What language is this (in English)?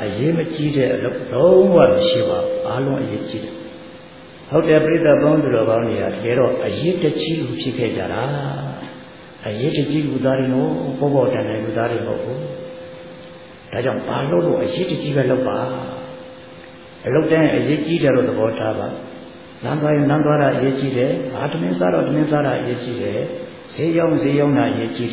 Burmese